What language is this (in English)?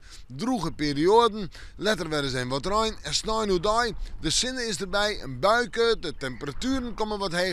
Western Frisian